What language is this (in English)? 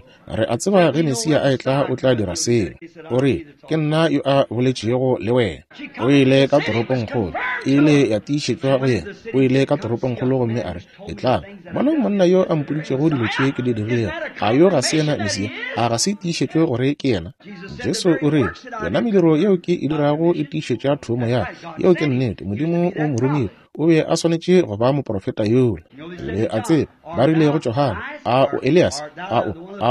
Northern Sotho